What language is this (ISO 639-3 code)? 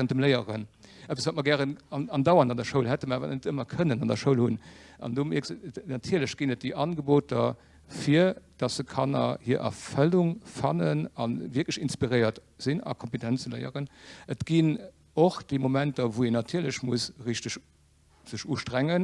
ltz